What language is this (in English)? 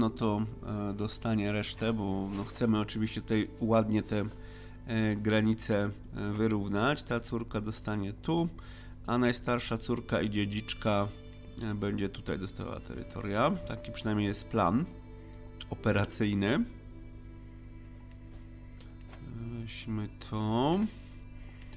Polish